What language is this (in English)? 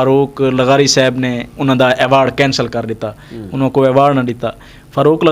Western Panjabi